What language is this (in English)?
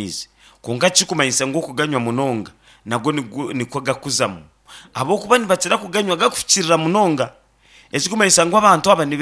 Nyankole